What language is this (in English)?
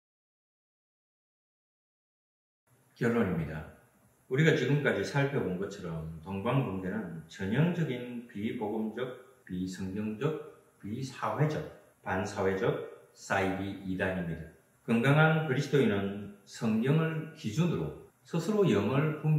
Korean